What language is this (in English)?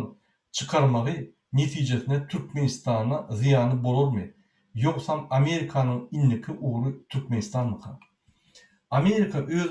Turkmen